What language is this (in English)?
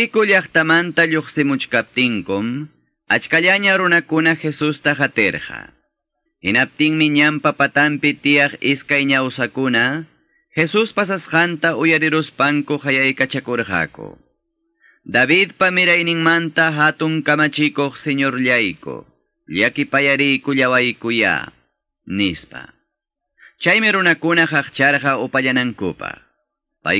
Quechua